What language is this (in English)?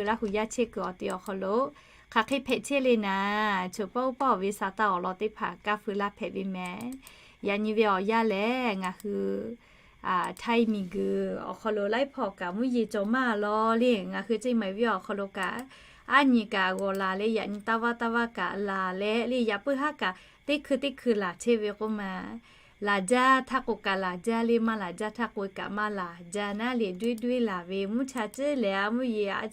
Lahu